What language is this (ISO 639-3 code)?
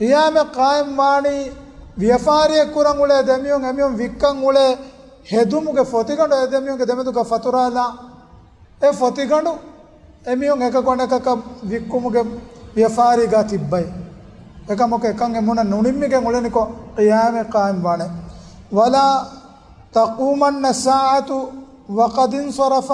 div